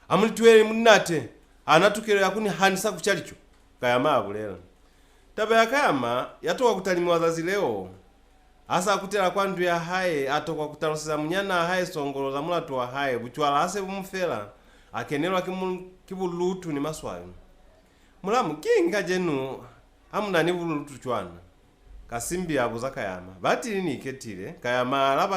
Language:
Lozi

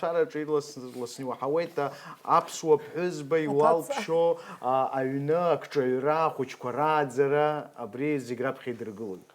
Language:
Abkhazian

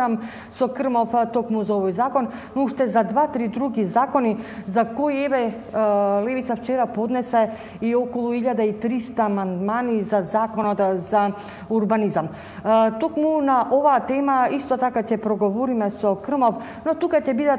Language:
Macedonian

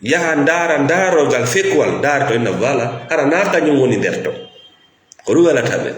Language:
Fula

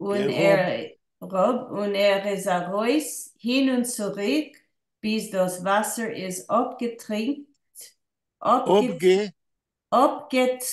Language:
Yiddish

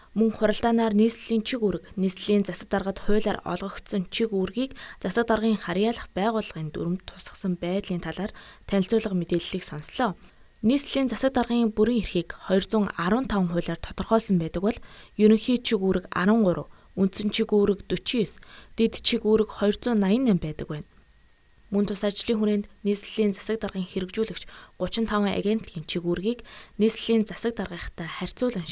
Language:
Mongolian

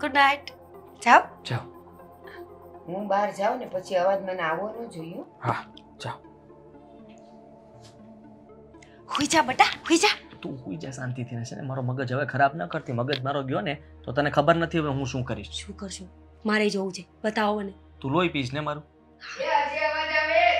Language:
Gujarati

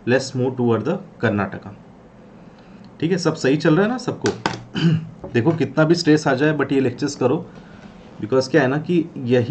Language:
Hindi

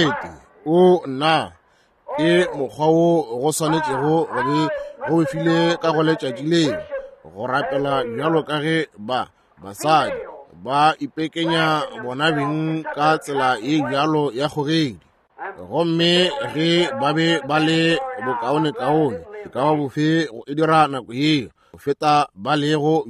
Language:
Northern Sotho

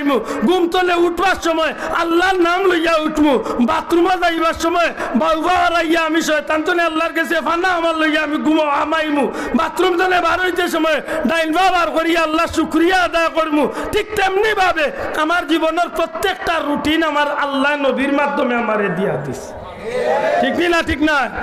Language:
Sylheti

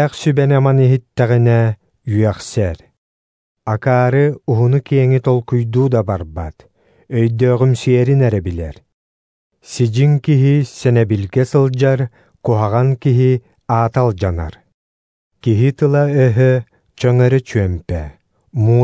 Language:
Yakut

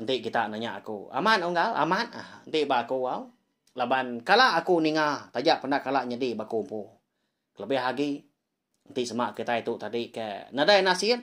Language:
Iban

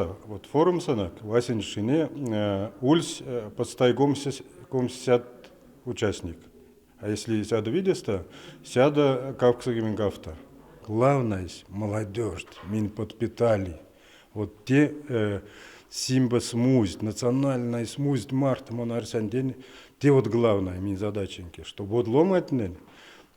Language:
Erzya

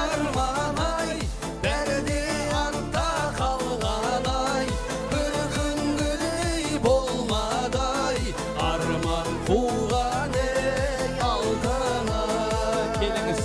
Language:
Kara-Kalpak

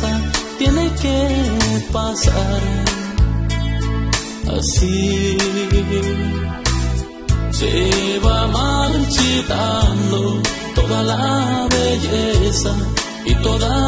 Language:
Spanish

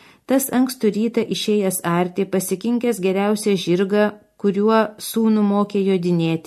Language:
Lithuanian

